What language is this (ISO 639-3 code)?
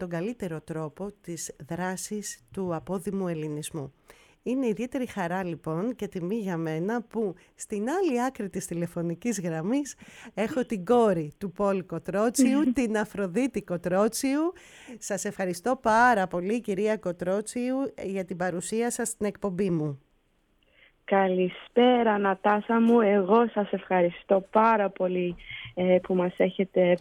ell